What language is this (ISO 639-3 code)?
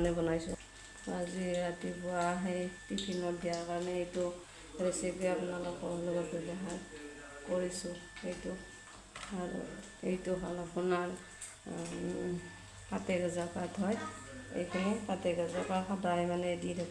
asm